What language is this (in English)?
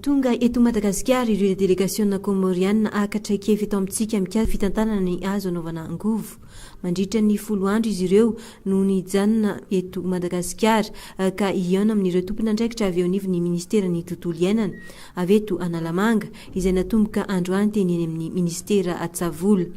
Malagasy